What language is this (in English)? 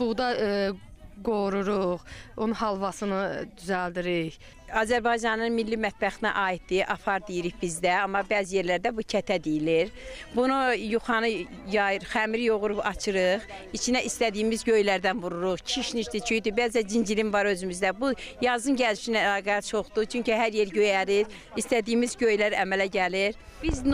Azerbaijani